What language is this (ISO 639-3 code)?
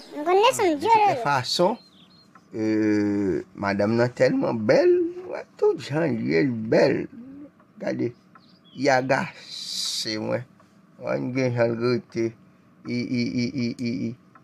hat